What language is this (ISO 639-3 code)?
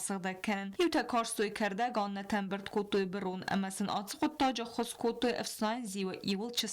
oss